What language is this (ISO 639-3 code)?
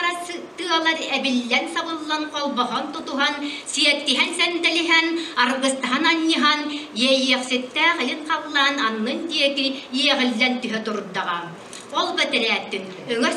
sah